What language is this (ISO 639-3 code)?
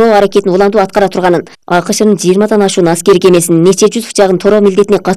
kir